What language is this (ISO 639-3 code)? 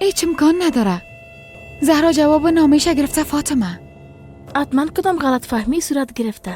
fas